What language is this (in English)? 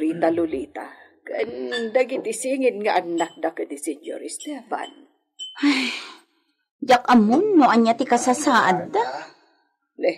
Iloko